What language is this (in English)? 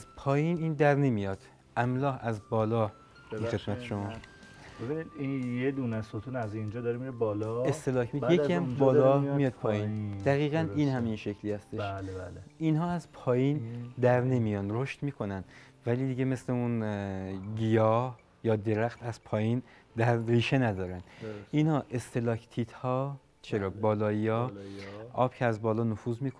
Persian